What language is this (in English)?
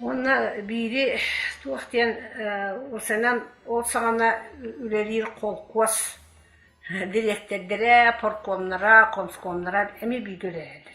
Yakut